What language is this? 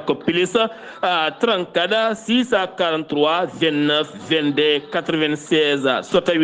Fula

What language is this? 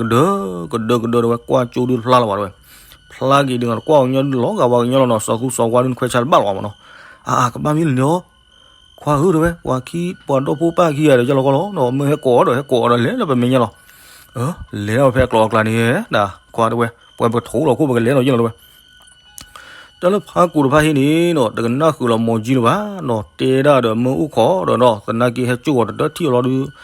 S'gaw Karen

